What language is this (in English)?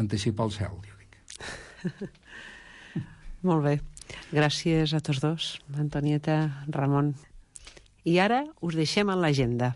Catalan